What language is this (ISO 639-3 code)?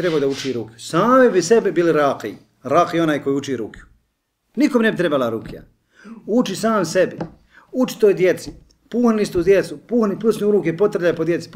bos